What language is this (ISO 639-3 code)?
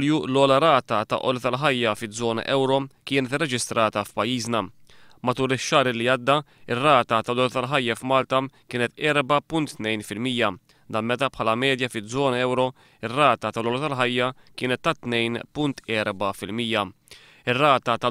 mlt